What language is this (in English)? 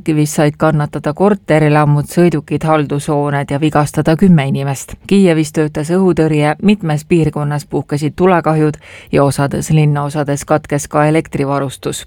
Estonian